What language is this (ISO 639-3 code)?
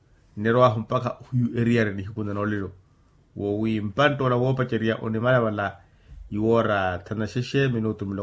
vmw